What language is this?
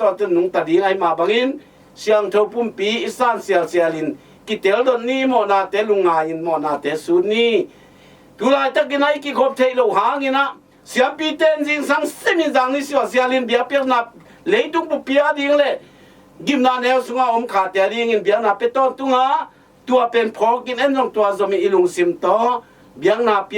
Tedim Chin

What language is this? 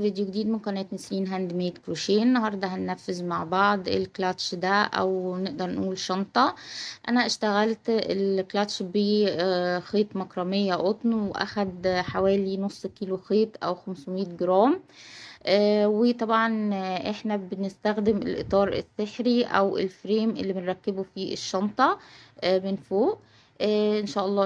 Egyptian Arabic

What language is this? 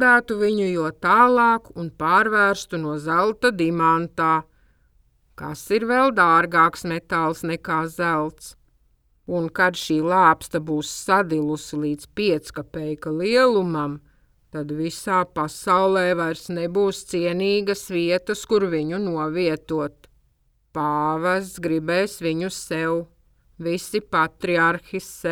Latvian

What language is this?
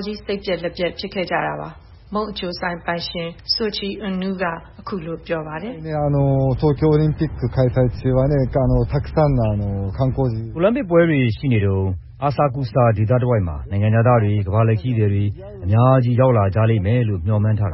Burmese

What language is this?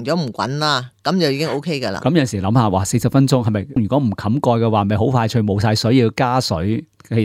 Cantonese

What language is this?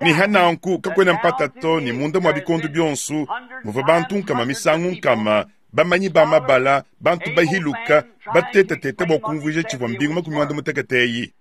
Luba-Lulua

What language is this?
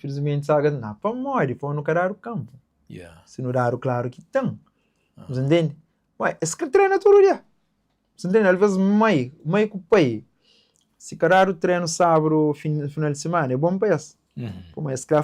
Kabuverdianu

